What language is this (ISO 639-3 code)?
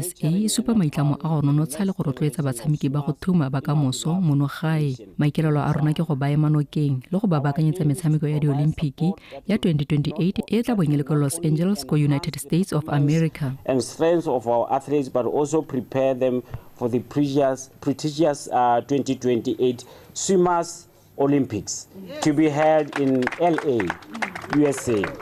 tsn